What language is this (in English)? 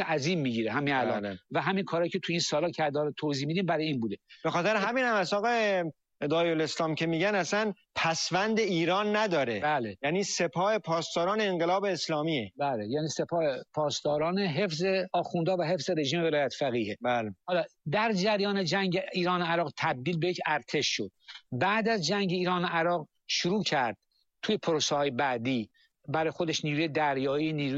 Persian